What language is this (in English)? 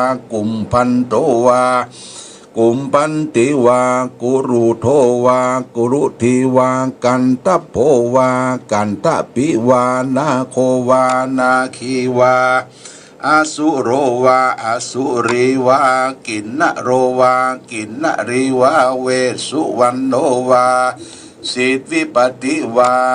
Pali